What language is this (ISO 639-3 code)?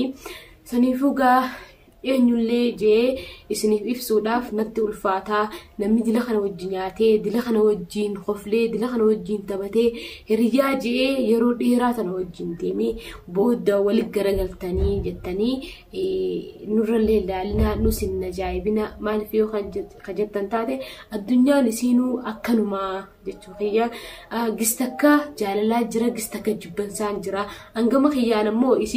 orm